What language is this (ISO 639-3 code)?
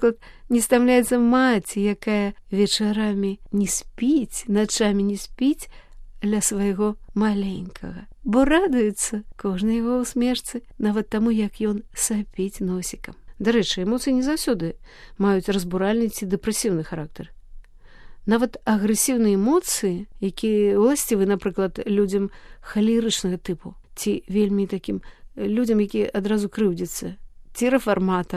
bel